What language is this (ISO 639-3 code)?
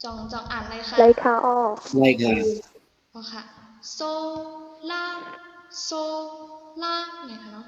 shn